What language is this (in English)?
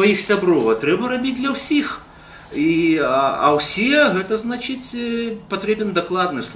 Belarusian